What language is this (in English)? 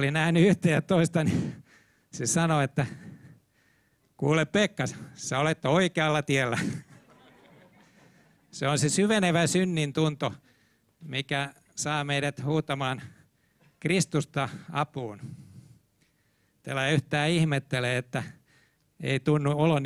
Finnish